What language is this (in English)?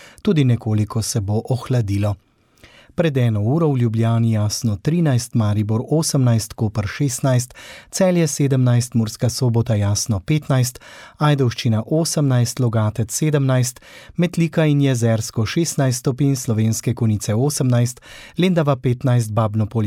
Slovenian